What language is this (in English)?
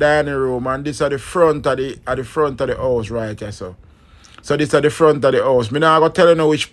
Jamaican Creole English